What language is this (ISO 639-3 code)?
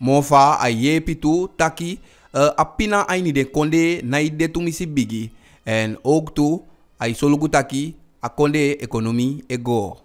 djk